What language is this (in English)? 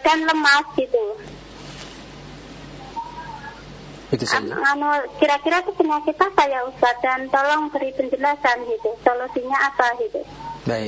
Indonesian